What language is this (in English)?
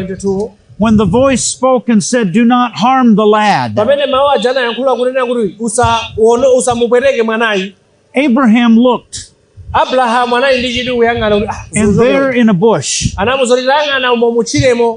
Nyanja